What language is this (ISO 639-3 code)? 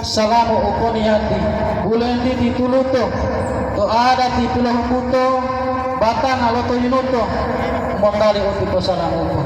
gor